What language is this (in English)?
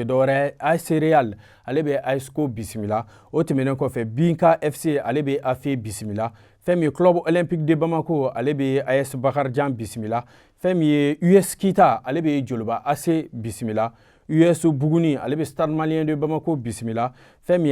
Bambara